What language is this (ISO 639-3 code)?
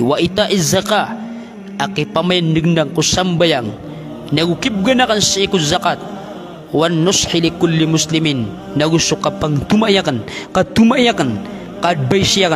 mrw